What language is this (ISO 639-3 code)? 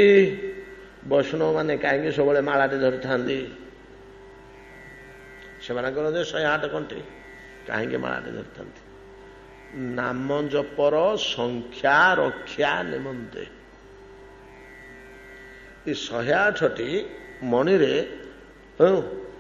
ori